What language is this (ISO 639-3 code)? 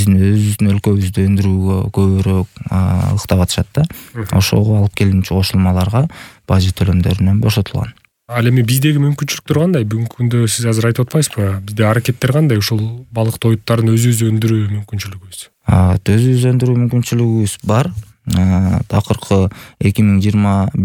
kir